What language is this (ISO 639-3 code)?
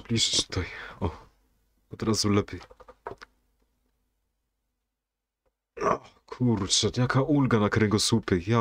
pol